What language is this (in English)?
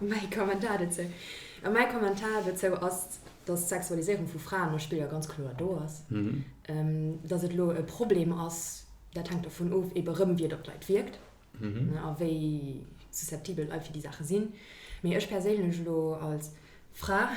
Luxembourgish